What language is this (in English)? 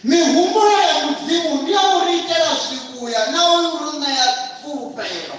Venda